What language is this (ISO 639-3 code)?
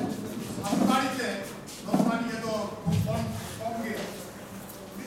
sat